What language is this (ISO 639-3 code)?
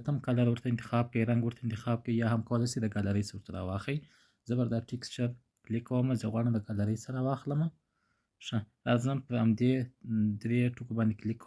pus